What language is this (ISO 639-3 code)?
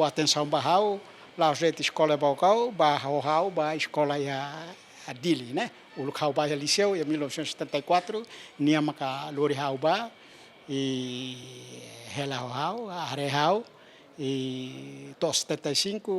tet